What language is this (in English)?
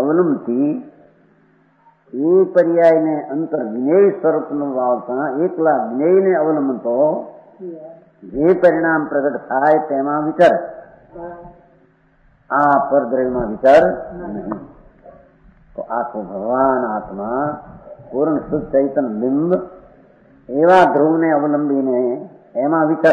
Gujarati